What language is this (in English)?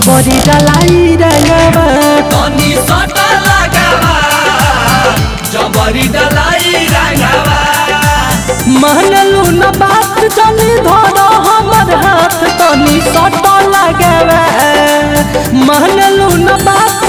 Bhojpuri